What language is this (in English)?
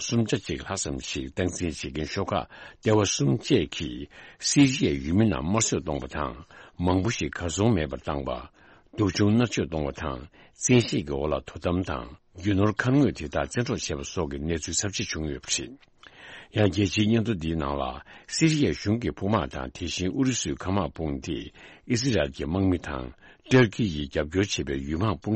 Tibetan